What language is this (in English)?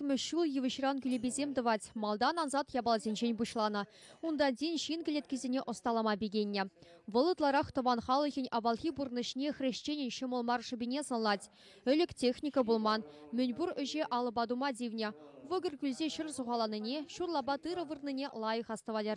Chuvash